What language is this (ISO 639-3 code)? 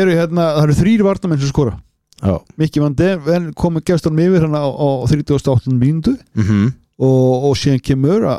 isl